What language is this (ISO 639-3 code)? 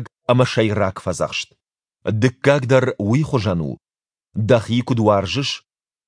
oss